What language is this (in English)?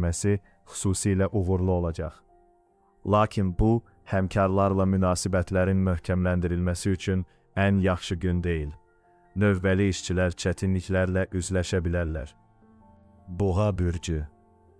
Azerbaijani